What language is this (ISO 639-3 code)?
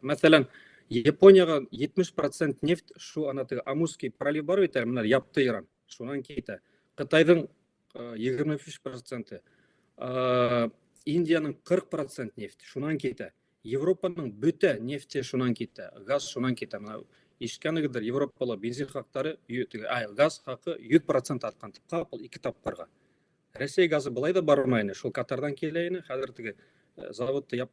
bak